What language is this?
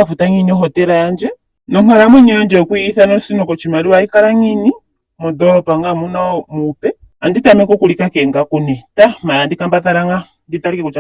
Ndonga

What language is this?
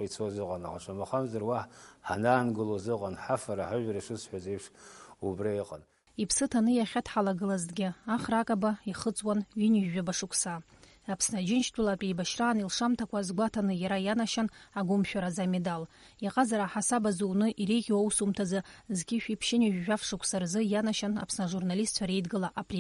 Abkhazian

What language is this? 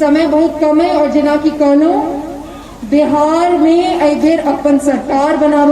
Maithili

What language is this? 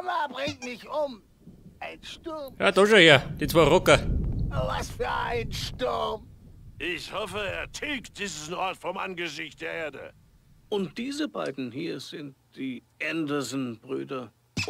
Bavarian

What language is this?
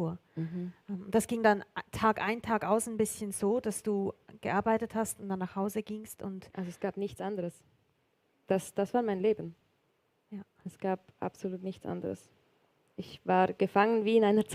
Swiss German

